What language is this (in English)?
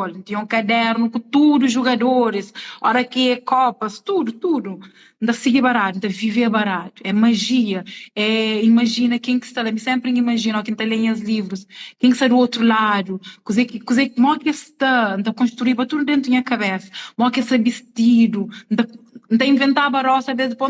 Kabuverdianu